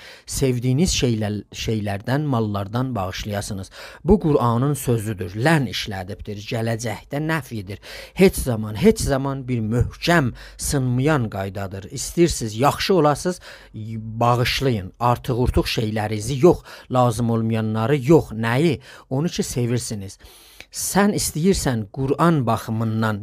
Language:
South Azerbaijani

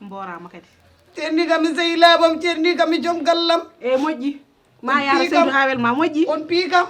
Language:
Fula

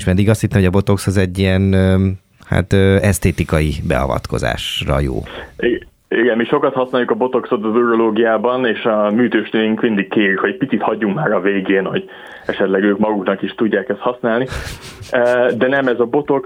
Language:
Hungarian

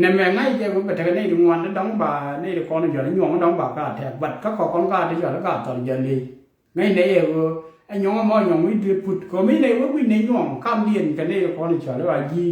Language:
Nuer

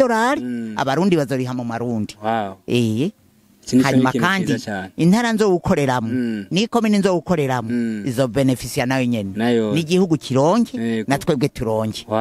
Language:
Rundi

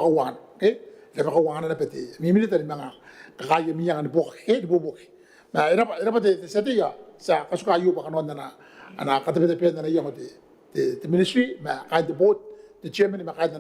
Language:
Gilbertese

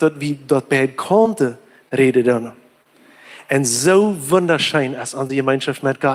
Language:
Plautdietsch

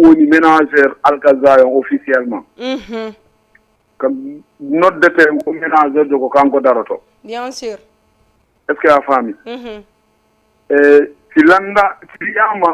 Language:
Fula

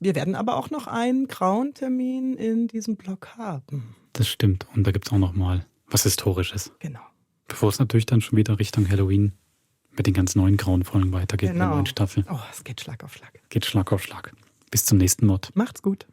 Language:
Swiss German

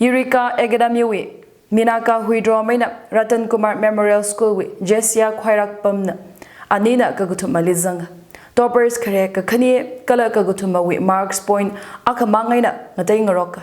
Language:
Tangkhul Naga (India)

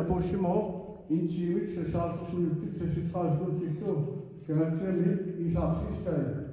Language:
Kalaallisut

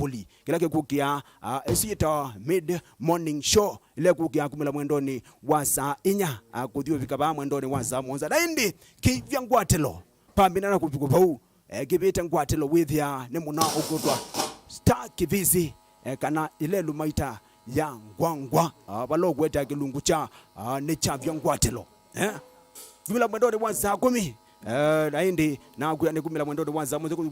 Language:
Kamba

